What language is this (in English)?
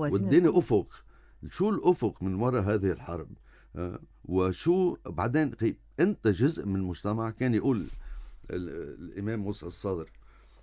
North Levantine Arabic